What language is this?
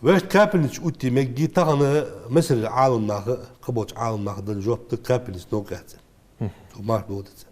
Ingush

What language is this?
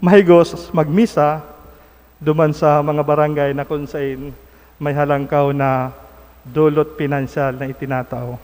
Bikol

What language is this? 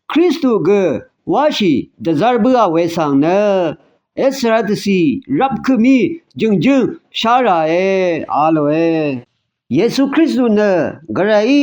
Rawang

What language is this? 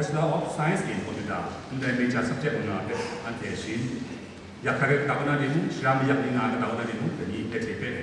Kachin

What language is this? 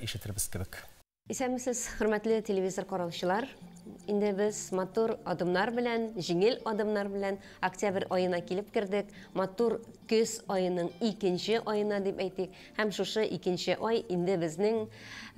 Tatar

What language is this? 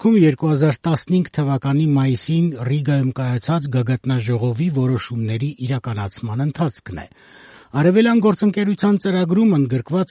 Armenian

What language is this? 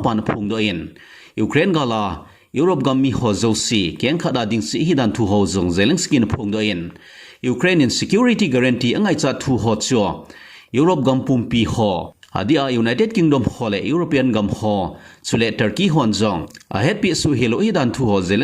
Thado Chin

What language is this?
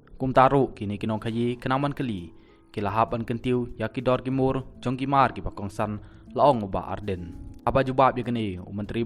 Khasi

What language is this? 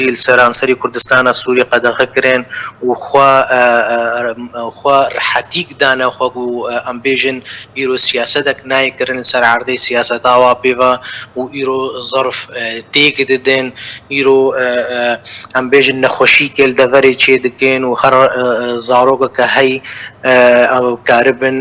Kurdish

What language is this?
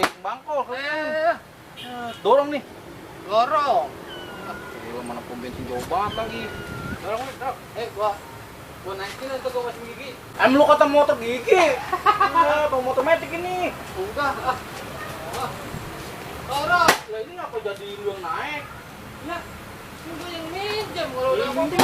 Betawi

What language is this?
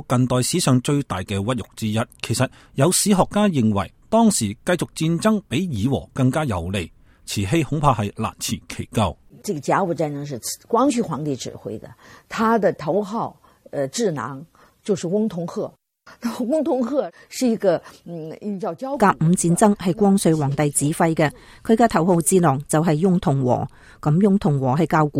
Cantonese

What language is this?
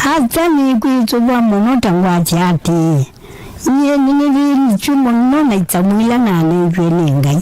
Kamba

